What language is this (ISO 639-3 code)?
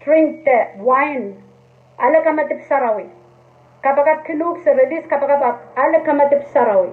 pon